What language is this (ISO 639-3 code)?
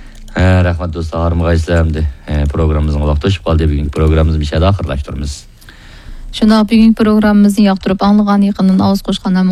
uig